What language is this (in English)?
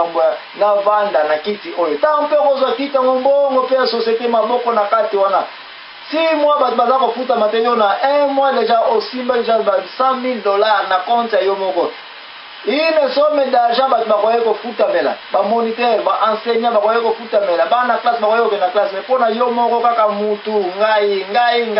Lingala